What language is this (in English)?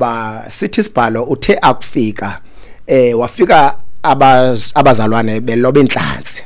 Xhosa